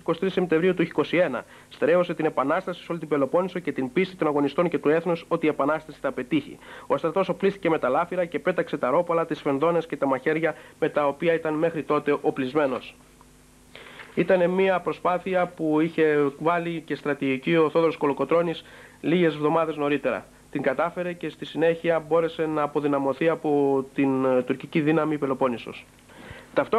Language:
Greek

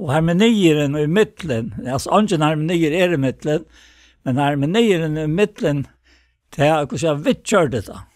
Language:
Faroese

